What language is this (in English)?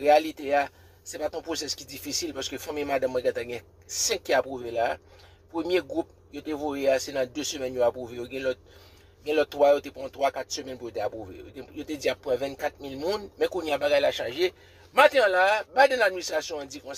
Haitian Creole